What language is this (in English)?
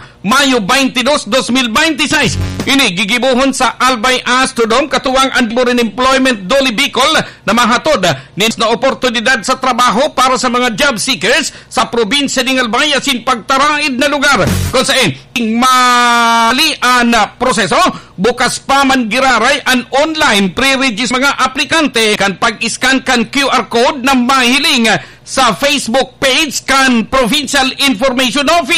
Bikol